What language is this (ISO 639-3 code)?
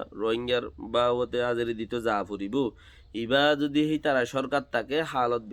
rhg